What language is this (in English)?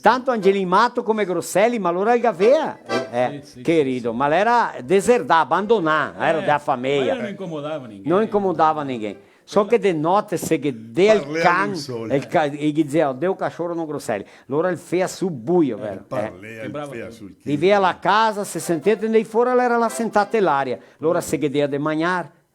Venetian